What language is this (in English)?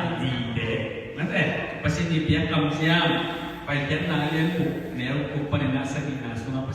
Tedim Chin